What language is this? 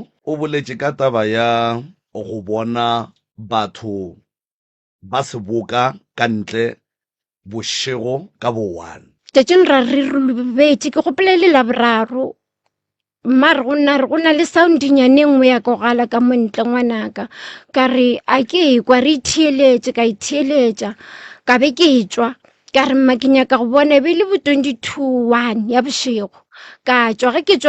Northern Sotho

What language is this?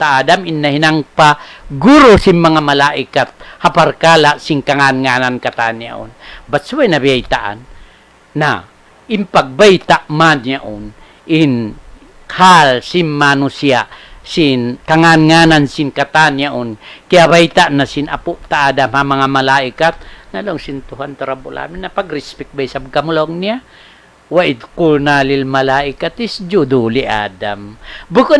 Tausug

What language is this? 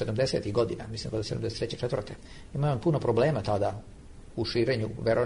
Serbian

